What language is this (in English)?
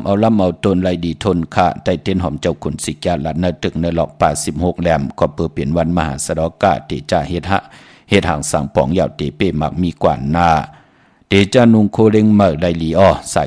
Shan